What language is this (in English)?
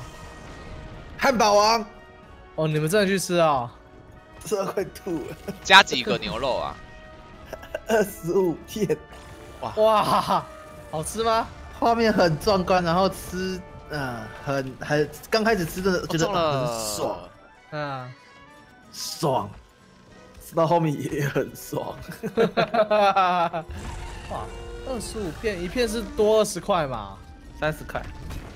Chinese